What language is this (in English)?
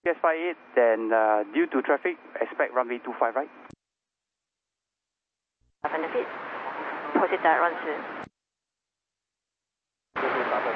English